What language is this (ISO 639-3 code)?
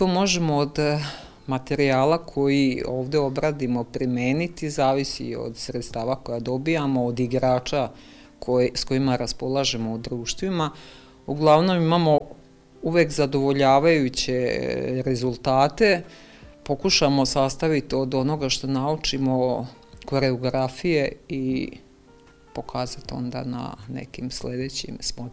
srp